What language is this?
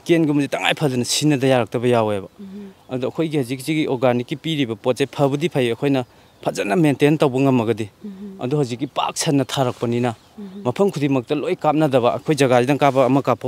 Manipuri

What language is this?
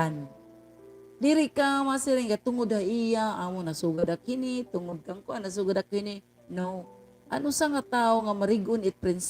Waray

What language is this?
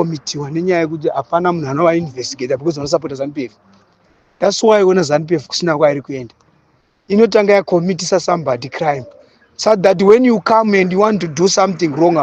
Shona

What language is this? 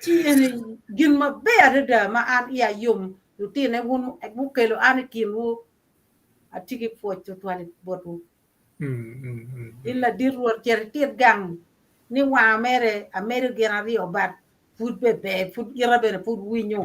Acoli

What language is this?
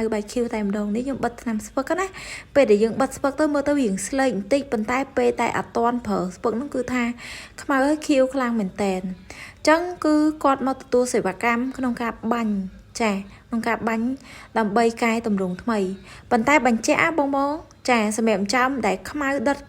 Khmer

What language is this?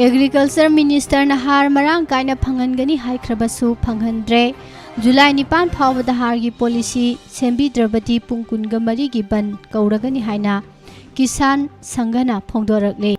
Manipuri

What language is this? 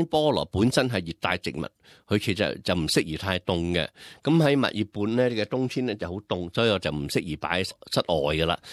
Cantonese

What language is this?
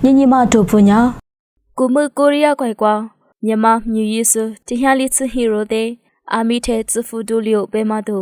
Lisu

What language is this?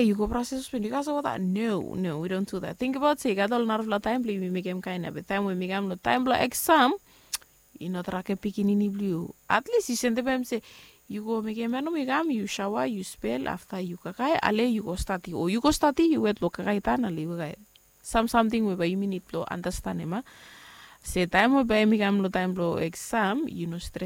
Bislama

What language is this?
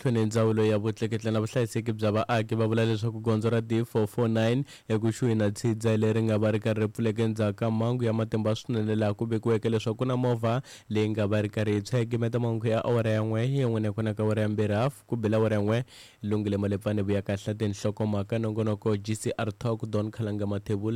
Tsonga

